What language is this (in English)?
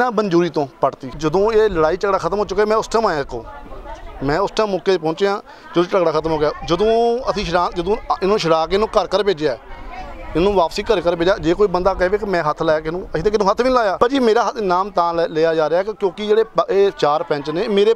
Punjabi